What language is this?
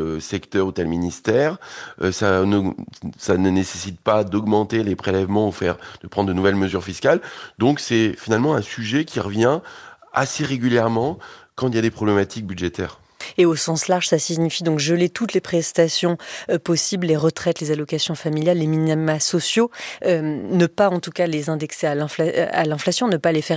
French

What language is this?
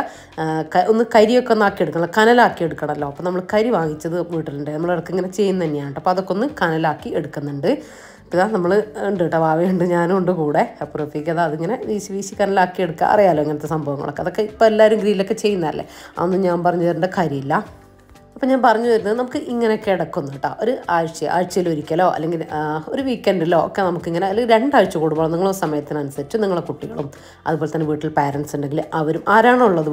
Malayalam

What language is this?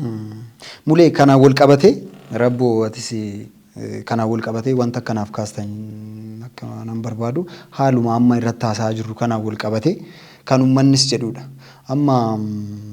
Oromo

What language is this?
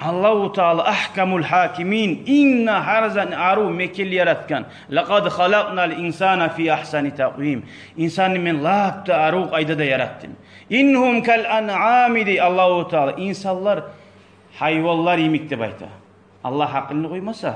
Kumyk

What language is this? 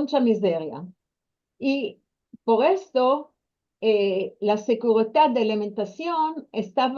Ladino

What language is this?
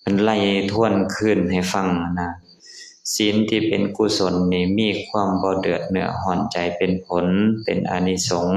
Lao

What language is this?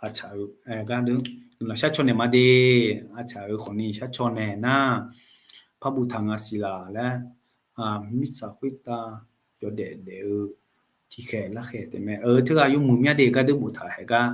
Akha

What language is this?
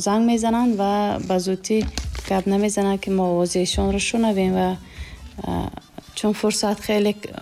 Tajik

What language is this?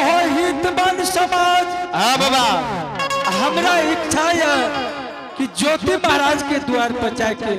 Angika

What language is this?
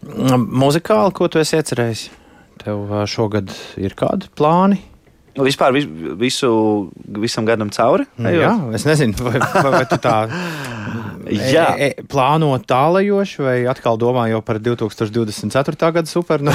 Latvian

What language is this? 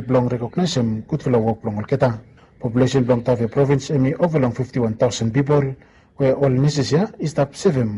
Bislama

